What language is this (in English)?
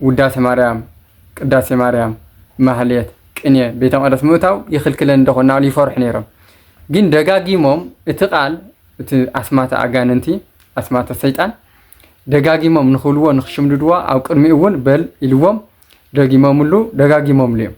Tigrinya